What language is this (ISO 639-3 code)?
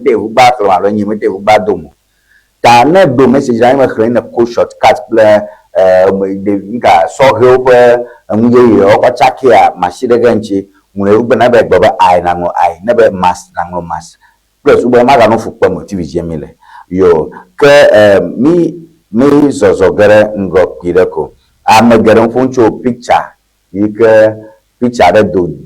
ewe